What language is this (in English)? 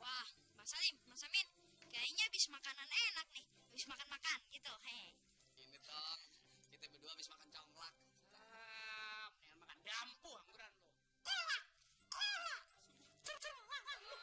Betawi